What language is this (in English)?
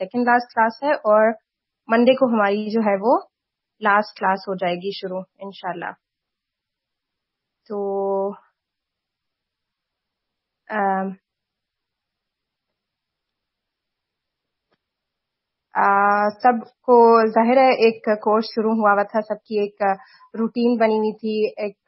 Urdu